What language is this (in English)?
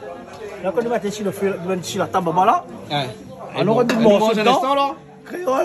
Réunion Creole French